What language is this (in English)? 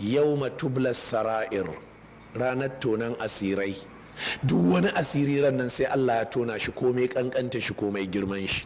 Hausa